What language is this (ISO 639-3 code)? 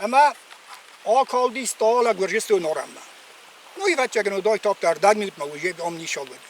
oss